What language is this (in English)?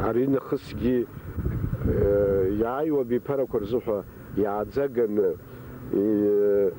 Abkhazian